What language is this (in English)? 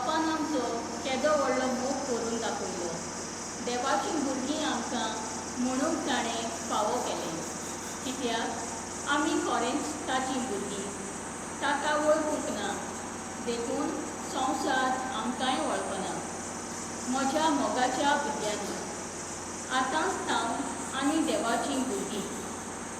Konkani